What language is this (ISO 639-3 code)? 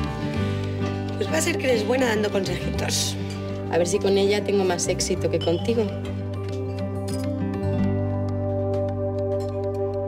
spa